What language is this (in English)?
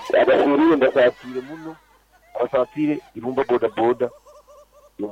Nyankole